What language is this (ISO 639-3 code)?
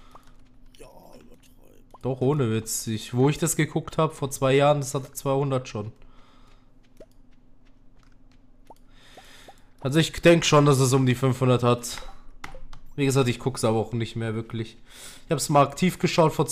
deu